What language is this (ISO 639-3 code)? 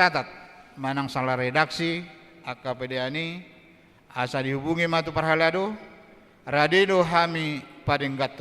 bbc